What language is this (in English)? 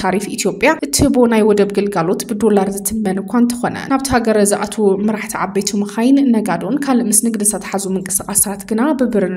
Tigrinya